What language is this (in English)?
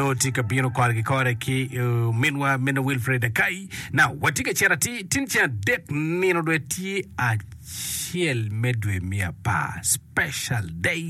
Acoli